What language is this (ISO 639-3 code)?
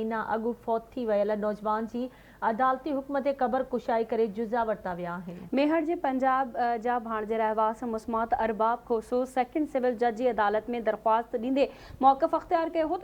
snd